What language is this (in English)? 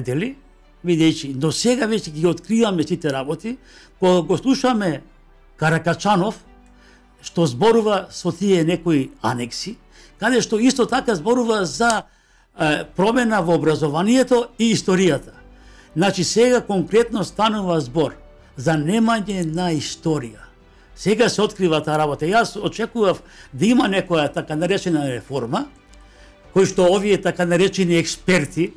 Macedonian